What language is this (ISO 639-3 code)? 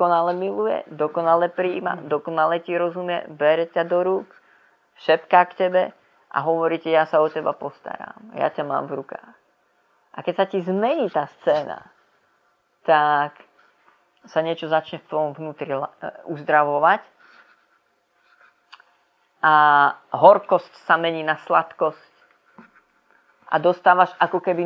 slk